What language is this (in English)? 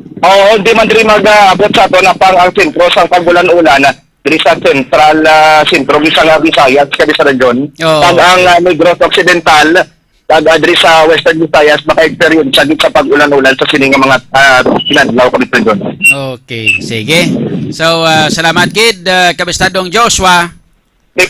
Hiligaynon